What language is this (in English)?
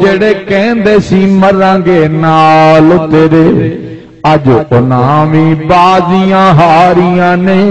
Saraiki